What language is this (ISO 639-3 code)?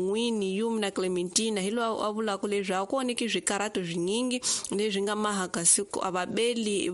tso